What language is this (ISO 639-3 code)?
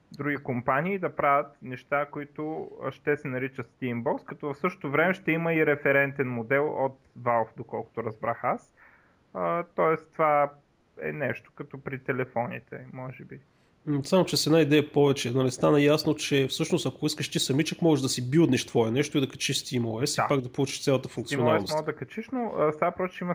bul